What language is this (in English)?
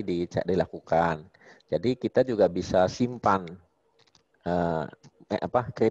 Indonesian